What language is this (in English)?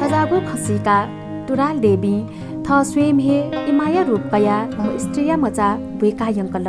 Newari